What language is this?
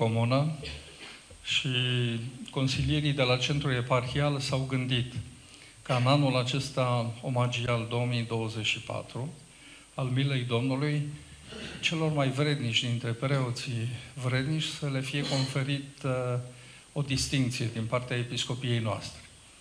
Romanian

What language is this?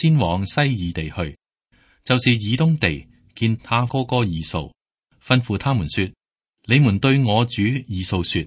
Cantonese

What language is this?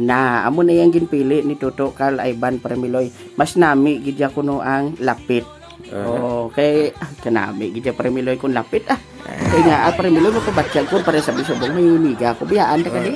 Hiligaynon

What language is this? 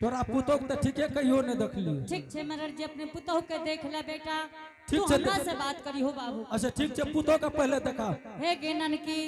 Angika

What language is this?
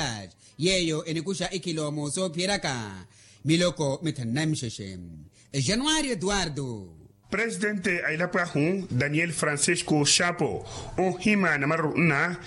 Makhuwa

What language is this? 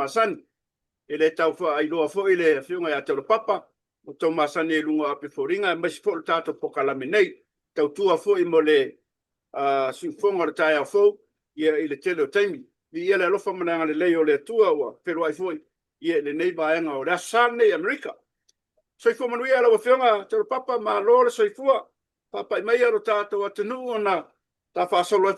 Samoan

